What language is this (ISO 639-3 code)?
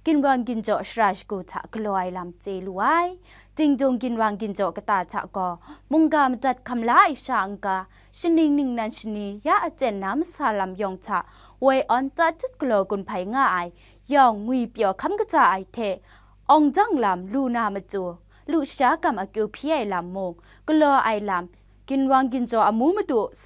kac